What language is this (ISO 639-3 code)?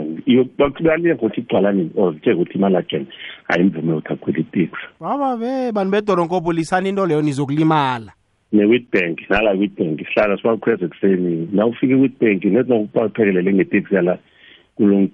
nbl